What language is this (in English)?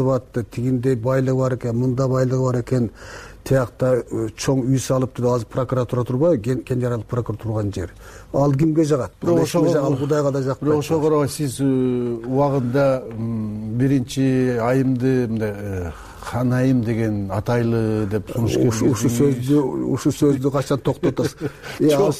Kyrgyz